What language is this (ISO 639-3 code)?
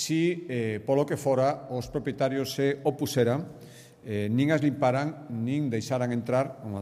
glg